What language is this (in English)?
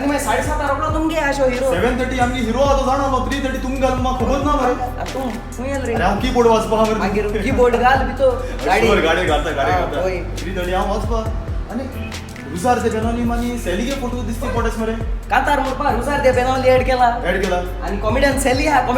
Konkani